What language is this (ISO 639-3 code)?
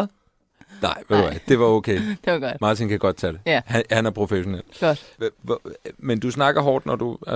dan